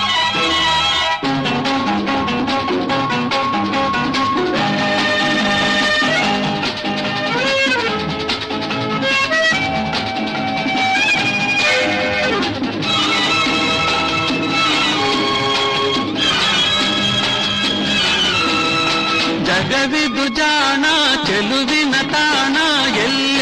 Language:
Kannada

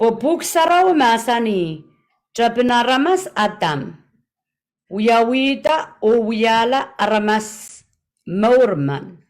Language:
Pohnpeian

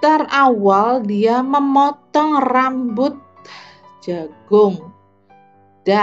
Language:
Indonesian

